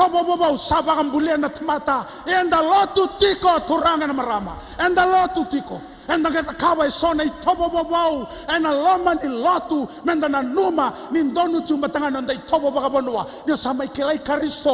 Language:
Fijian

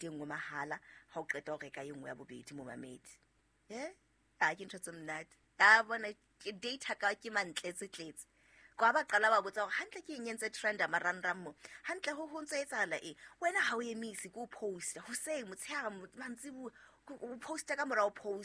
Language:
Southern Sotho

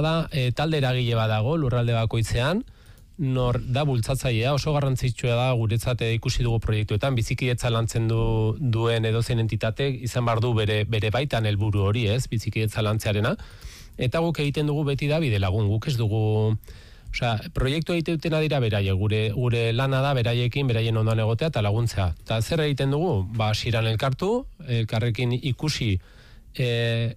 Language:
Basque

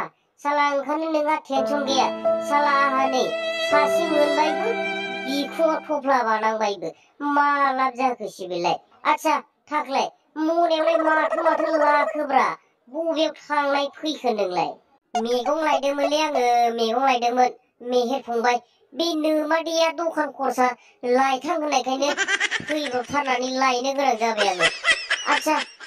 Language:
Bodo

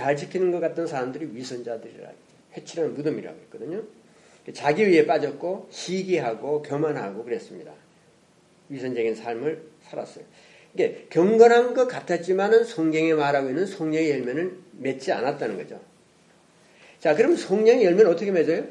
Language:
Korean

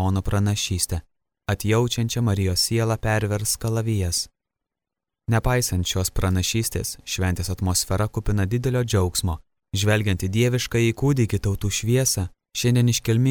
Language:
Lithuanian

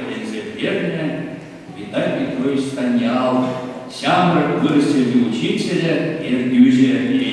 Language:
Chuvash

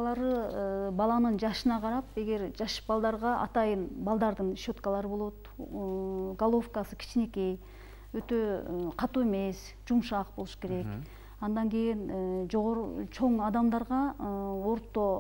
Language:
Kyrgyz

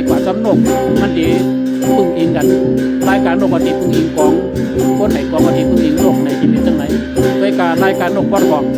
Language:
Shan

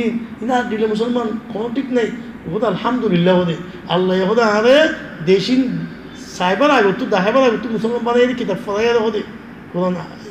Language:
Rohingya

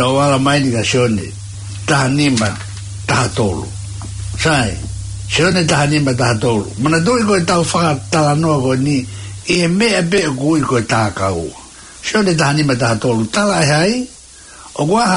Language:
Tongan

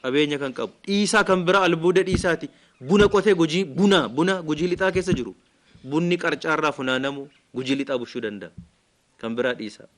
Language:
Oromo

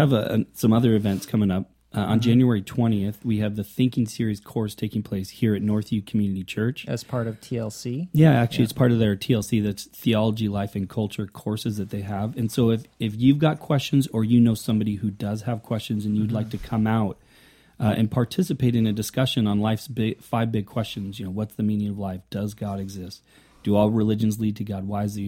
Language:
English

